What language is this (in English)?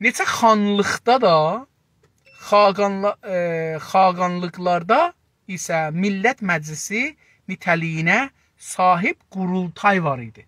South Azerbaijani